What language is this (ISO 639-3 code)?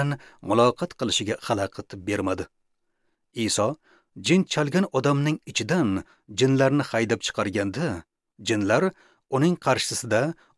uzb